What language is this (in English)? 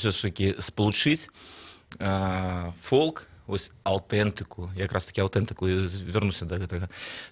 Belarusian